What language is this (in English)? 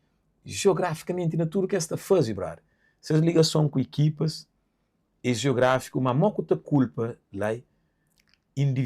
Kabuverdianu